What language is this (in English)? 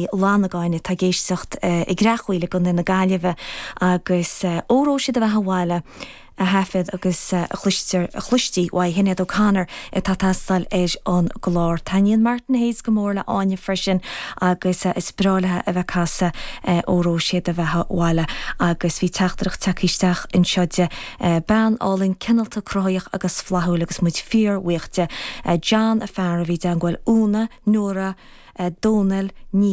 Irish